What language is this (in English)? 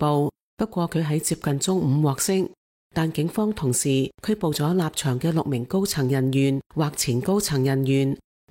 Cantonese